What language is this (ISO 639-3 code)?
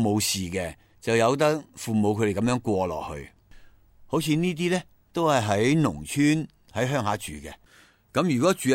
yue